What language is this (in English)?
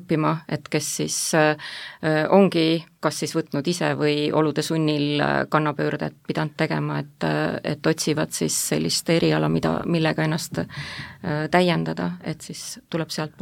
Estonian